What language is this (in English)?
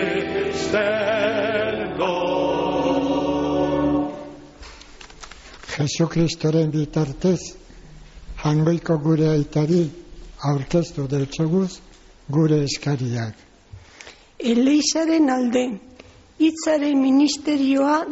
Basque